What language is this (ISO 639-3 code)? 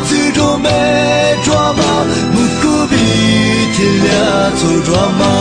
lis